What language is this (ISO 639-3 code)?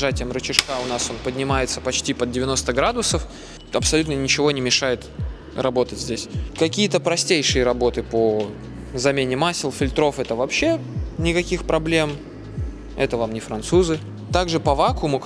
rus